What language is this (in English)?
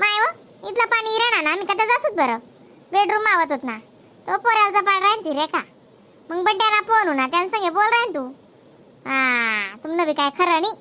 Khandesi